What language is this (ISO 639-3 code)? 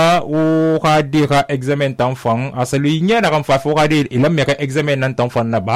sus